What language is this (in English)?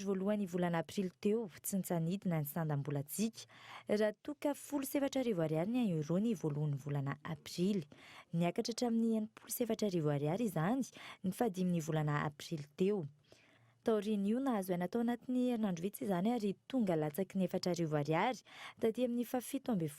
Malagasy